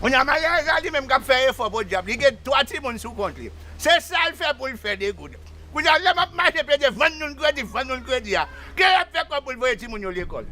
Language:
Haitian Creole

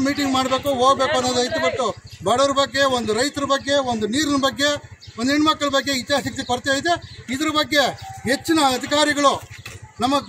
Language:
Kannada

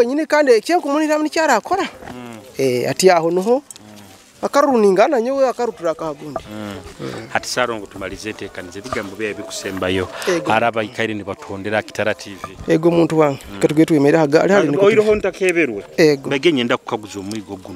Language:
Nyoro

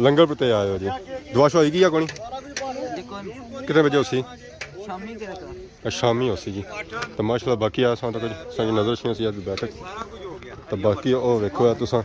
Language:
Pahari-Potwari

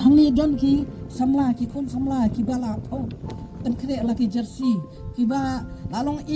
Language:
Khasi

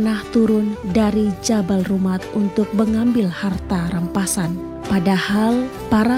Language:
Indonesian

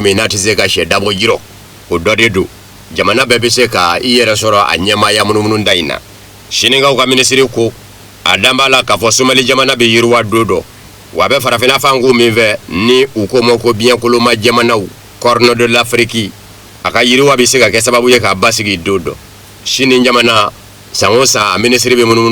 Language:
Bambara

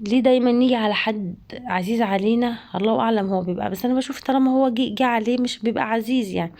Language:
Egyptian Arabic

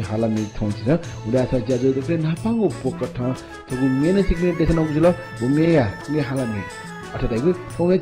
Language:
Newari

